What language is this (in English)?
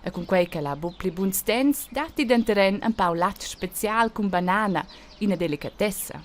Romansh